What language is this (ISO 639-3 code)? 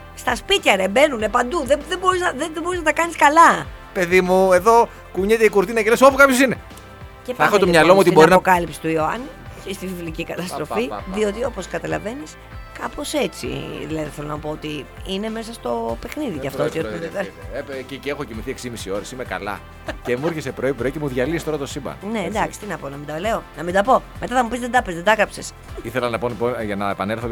ell